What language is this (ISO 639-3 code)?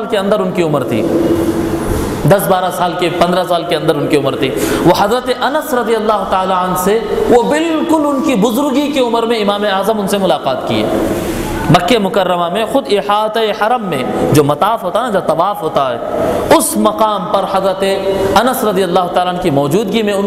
urd